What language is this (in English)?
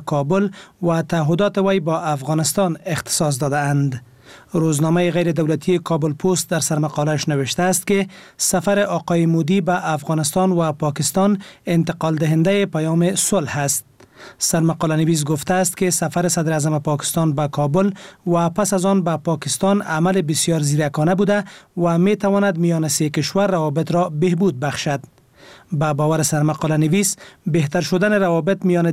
Persian